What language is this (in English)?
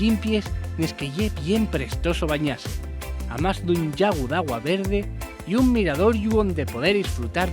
Asturian